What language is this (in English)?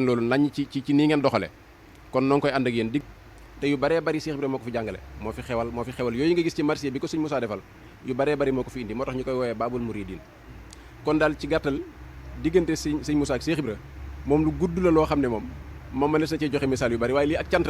Wolof